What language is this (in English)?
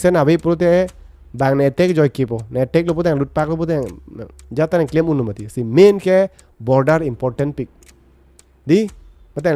Karbi